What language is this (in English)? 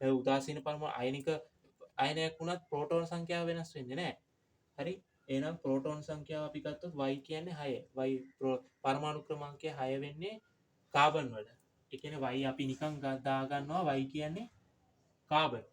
Sinhala